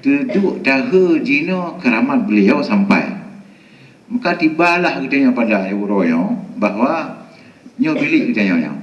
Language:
Achinese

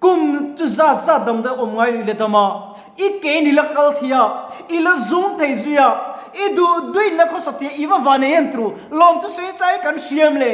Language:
Mizo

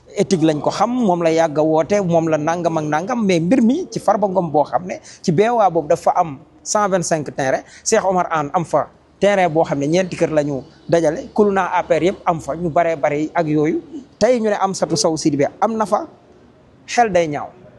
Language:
Wolof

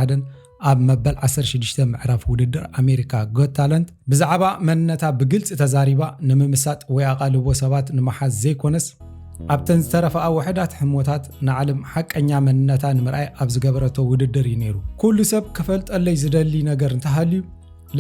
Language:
Tigrinya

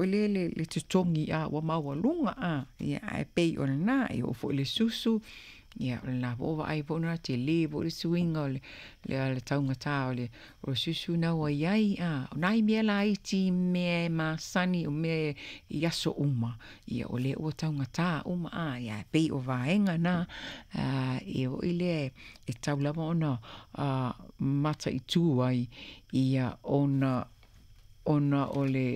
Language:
Samoan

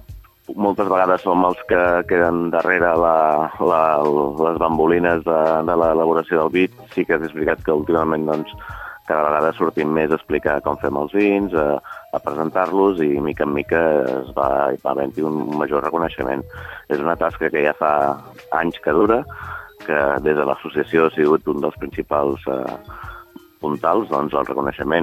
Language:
Catalan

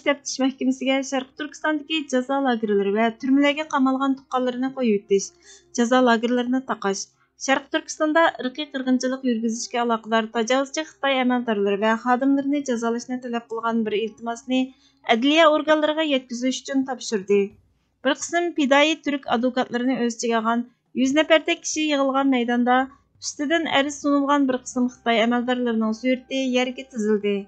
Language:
Uyghur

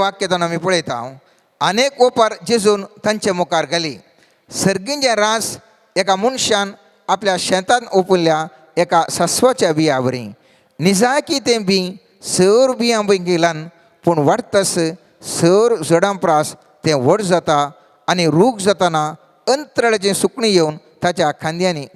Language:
Konkani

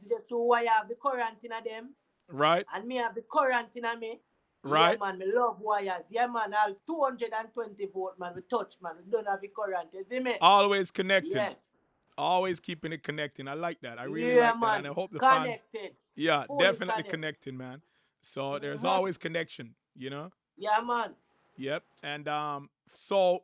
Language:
Jamaican Creole English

